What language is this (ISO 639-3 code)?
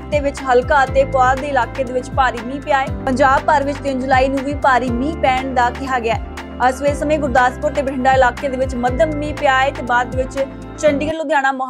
pan